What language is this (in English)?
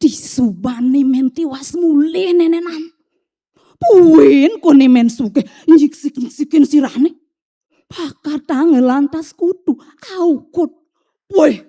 Balinese